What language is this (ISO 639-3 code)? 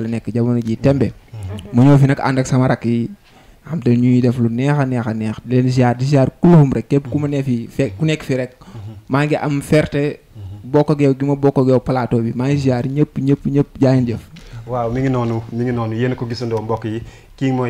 wol